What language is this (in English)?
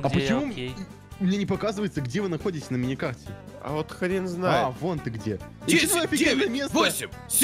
Russian